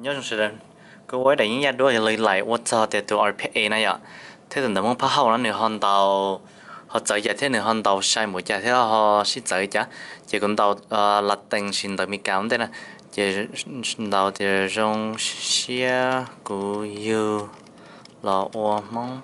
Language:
Hmong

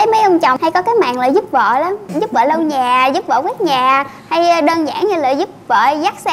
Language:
Vietnamese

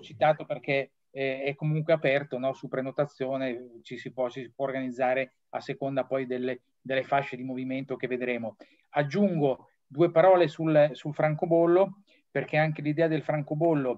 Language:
Italian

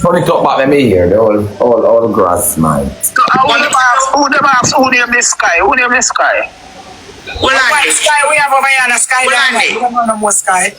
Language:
Jamaican Creole English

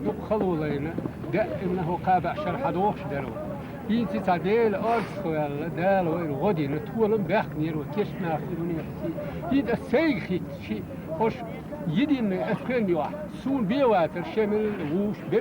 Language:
Chechen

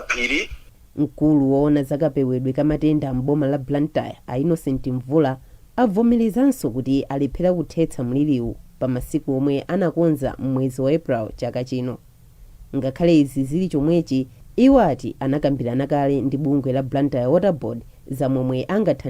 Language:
Nyanja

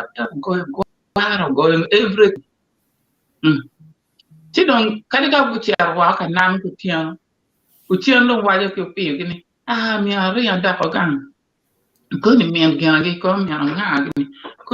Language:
Acoli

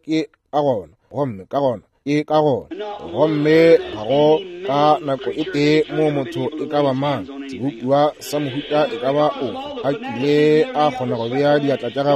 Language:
Northern Sotho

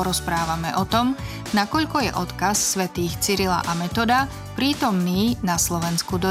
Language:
Slovak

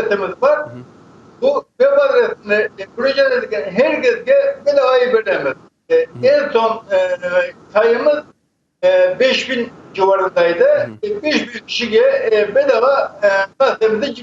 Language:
Crimean Tatar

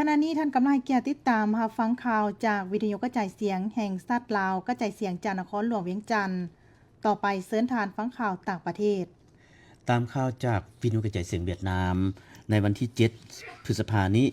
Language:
Lao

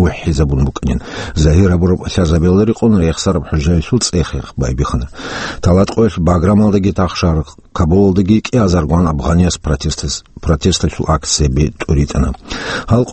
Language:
Avaric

